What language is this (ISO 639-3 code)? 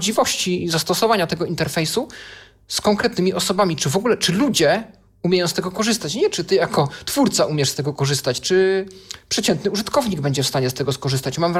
pol